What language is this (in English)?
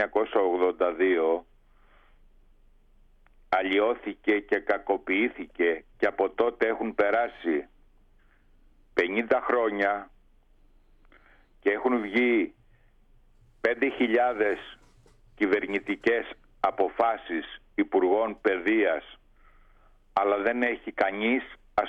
Greek